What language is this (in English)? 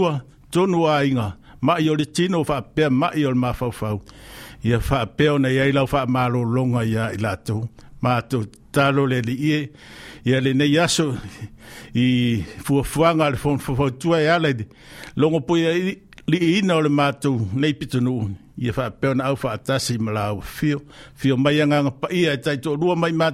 Samoan